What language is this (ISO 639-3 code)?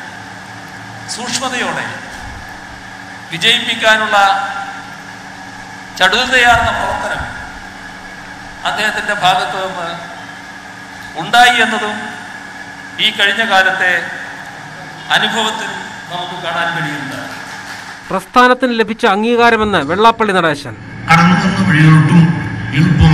mal